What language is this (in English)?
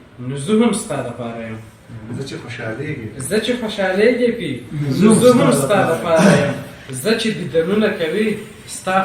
Pashto